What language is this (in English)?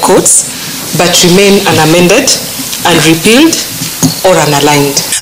Kikuyu